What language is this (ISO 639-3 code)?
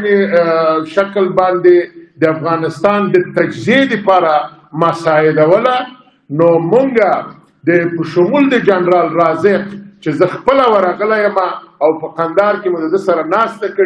pus